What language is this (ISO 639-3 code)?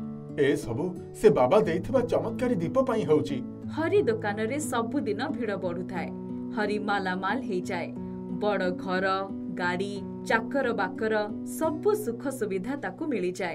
ori